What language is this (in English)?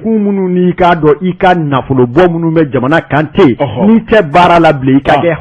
Bambara